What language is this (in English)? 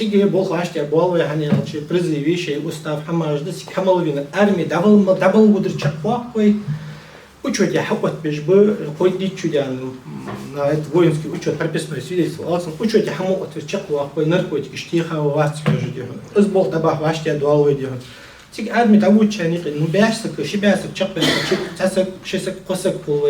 Ingush